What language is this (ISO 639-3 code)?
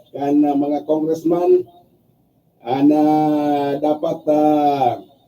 bik